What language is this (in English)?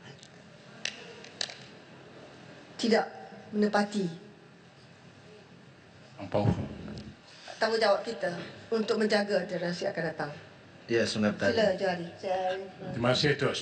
Malay